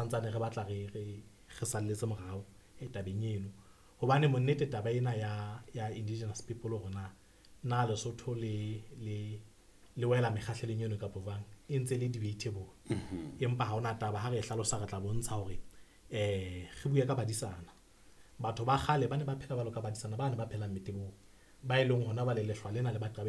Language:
Southern Sotho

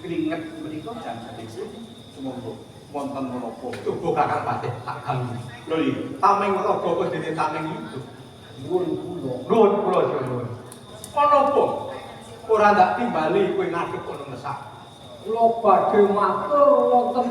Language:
Javanese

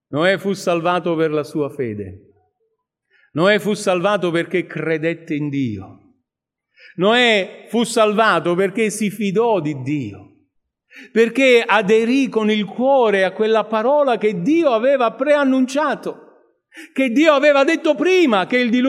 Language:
Italian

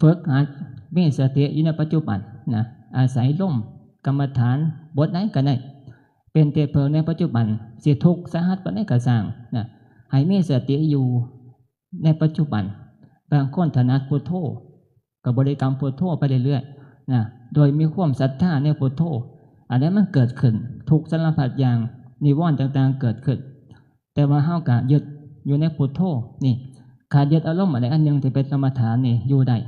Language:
Northeastern Thai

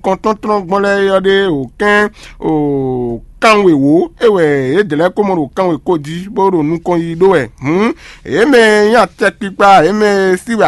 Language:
Fon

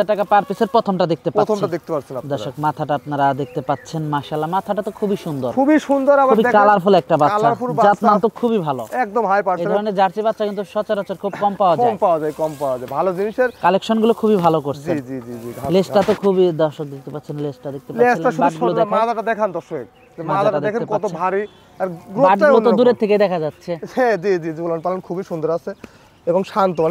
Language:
Bangla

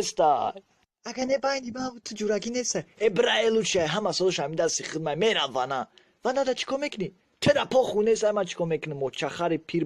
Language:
Tajik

